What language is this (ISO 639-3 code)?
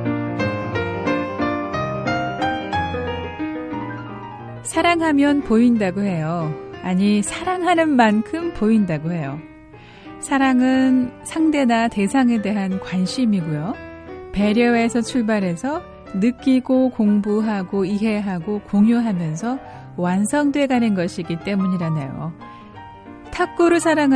kor